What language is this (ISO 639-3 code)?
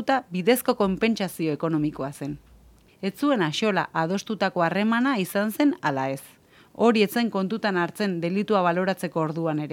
eus